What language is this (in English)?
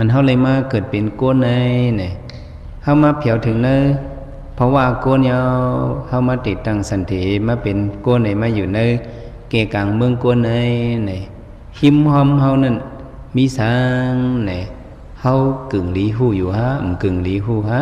Shan